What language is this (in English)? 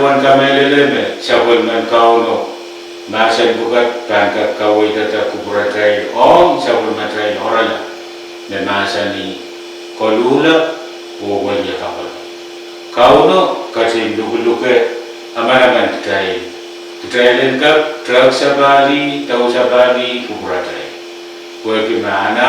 Pohnpeian